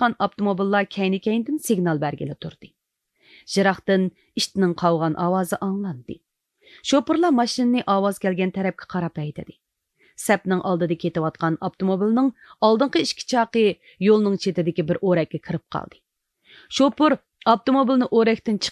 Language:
Uyghur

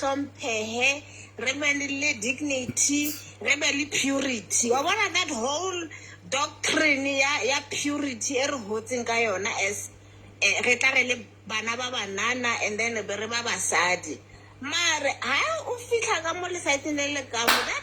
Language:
Southern Sotho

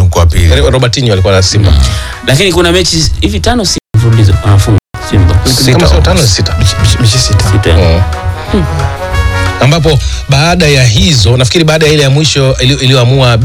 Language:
Swahili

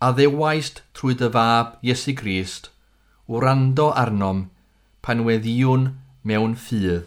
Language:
Welsh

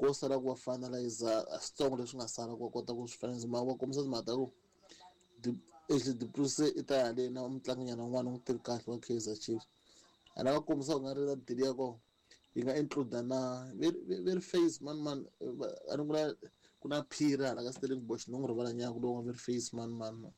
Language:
Tsonga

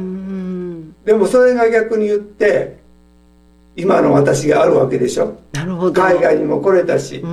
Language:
Japanese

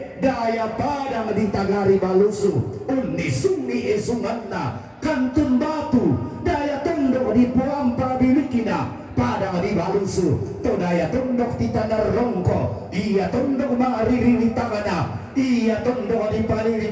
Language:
Toraja-Sa'dan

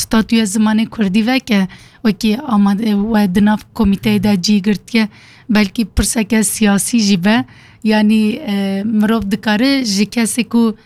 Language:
Kurdish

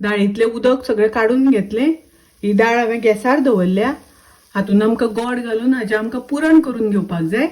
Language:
Konkani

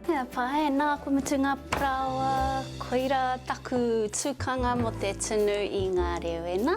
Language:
Māori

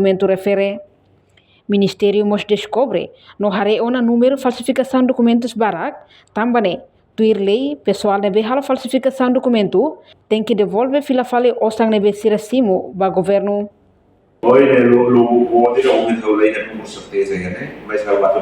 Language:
Tetum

